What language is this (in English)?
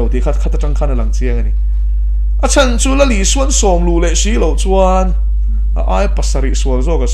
Mizo